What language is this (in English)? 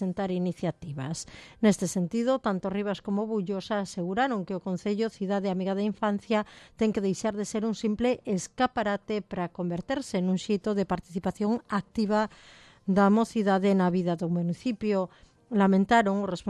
Galician